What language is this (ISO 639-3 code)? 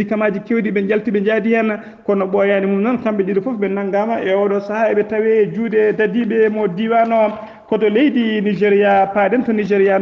ful